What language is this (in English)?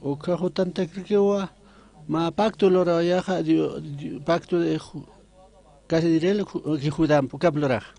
Aymara